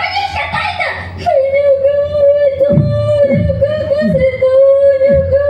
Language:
Imbabura Highland Quichua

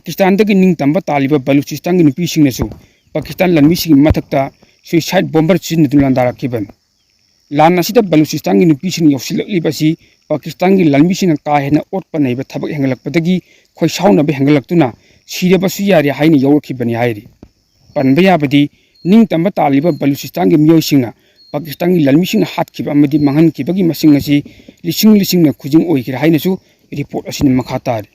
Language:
Manipuri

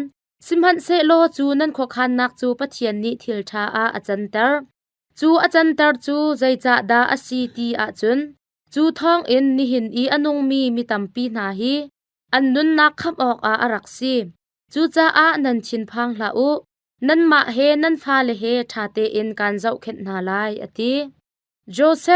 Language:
Hakha Chin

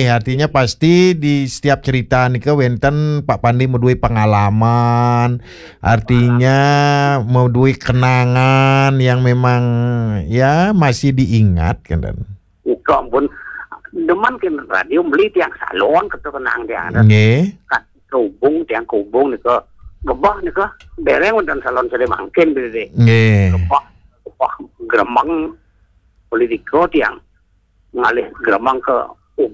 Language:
Balinese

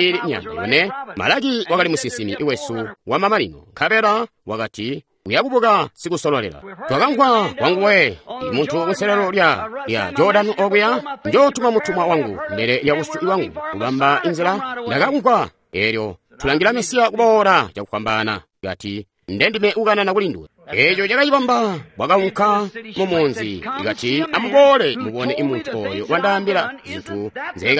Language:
Tonga (Zambia)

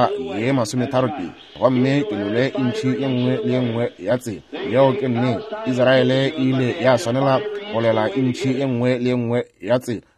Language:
Northern Sotho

